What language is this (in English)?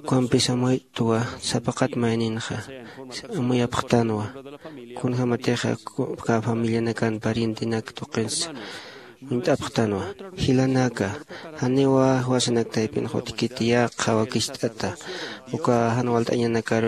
Aymara